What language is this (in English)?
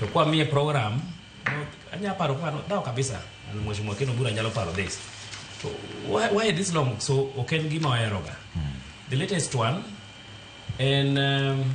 Luo (Kenya and Tanzania)